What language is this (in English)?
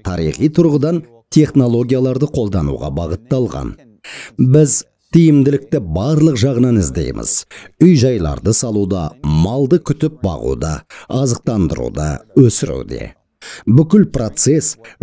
Kazakh